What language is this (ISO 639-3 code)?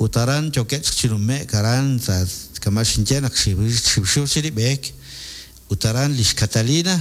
kek